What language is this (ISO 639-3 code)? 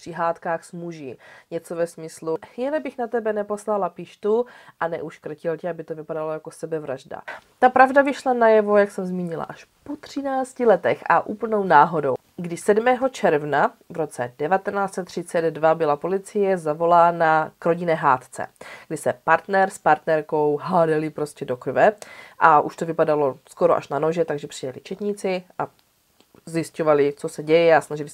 ces